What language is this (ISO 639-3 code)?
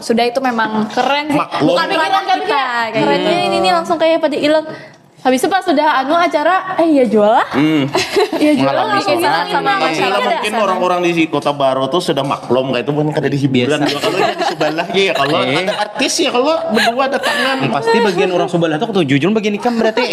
bjn